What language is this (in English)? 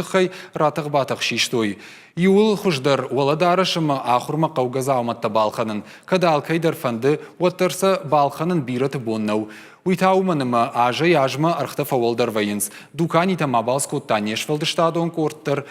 Ossetic